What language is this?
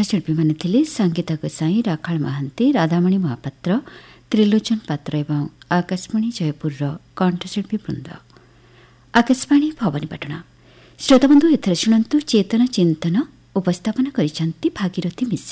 Odia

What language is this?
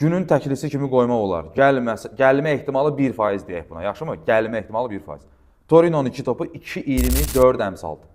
Azerbaijani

